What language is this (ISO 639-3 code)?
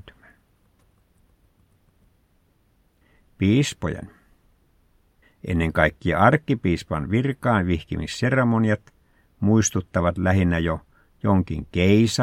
fin